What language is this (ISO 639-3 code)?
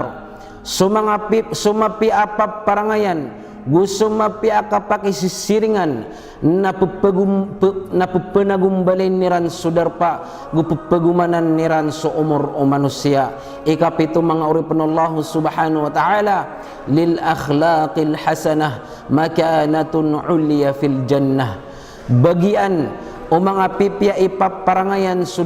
mrw